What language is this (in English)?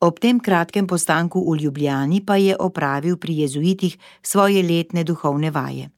Slovenian